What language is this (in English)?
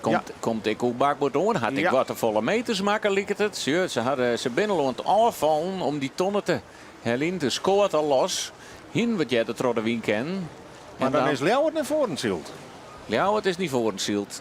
Western Frisian